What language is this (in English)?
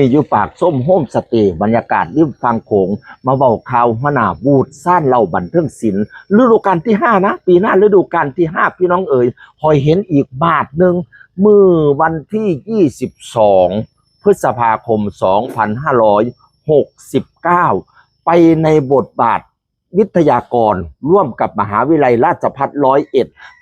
Northeastern Thai